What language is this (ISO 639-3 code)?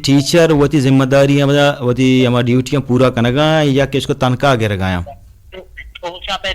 bgp